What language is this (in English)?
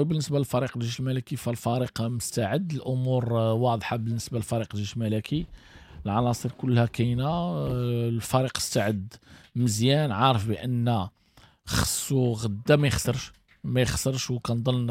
Moroccan Arabic